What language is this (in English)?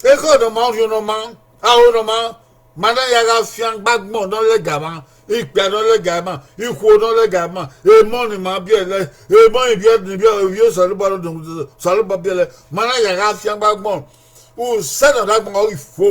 Bini